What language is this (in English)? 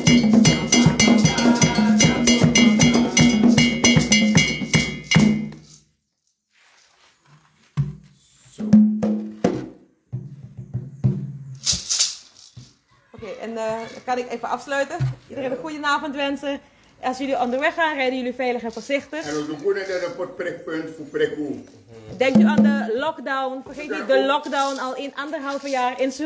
Dutch